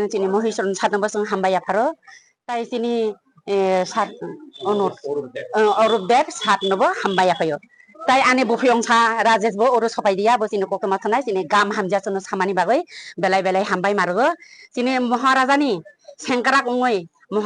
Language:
Kok Borok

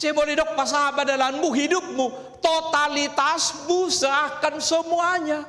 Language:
Batak Toba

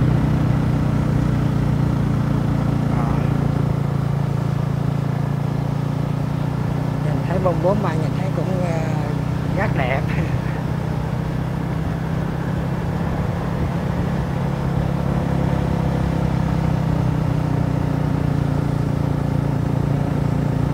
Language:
Vietnamese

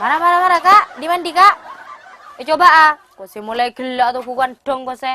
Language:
Madurese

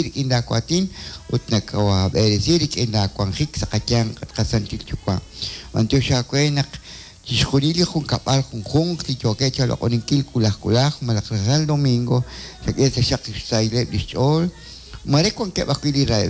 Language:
Kekchí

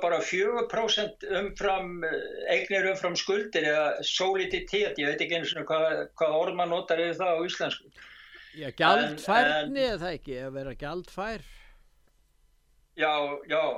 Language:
Icelandic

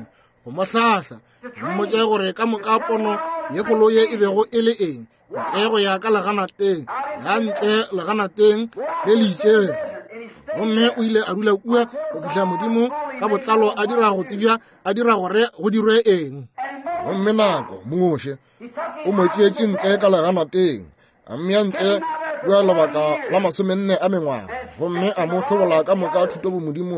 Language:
Northern Sotho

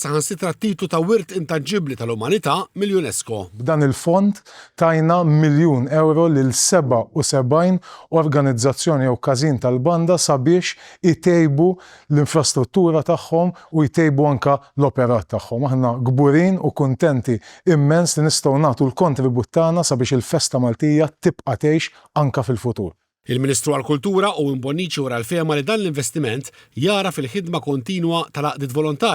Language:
Maltese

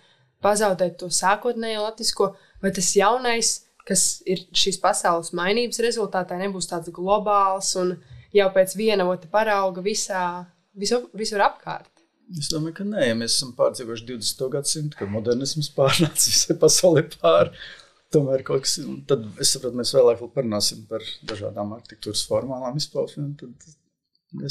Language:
Latvian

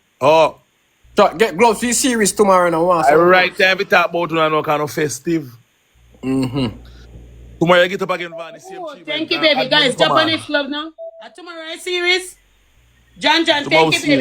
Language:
Jamaican Creole English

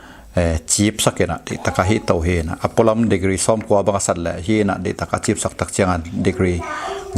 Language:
Tedim Chin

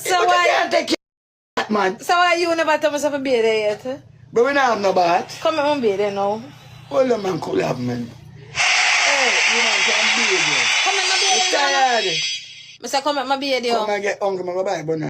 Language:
Jamaican Creole English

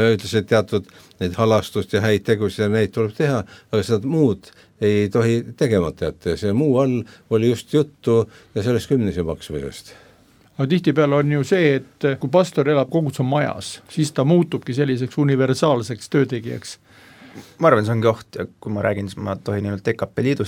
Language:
Estonian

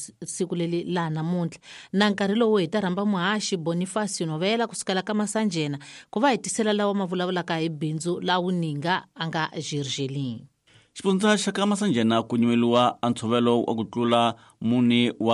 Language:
Tsonga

